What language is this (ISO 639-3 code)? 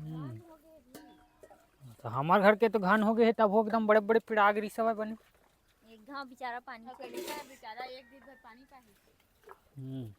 hne